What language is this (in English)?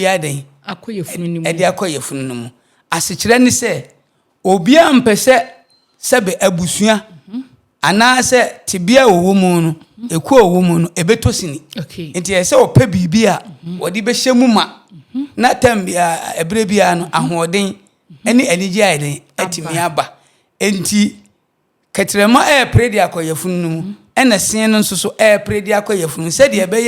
Akan